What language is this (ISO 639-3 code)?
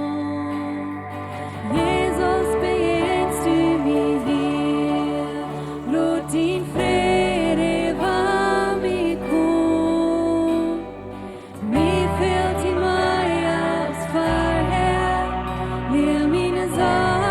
pdt